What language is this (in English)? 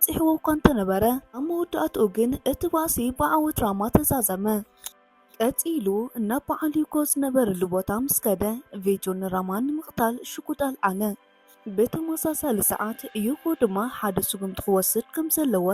Tigrinya